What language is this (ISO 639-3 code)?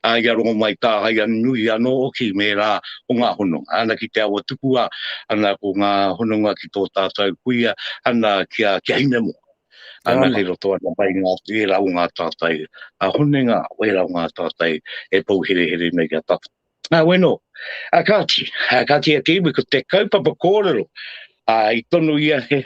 mri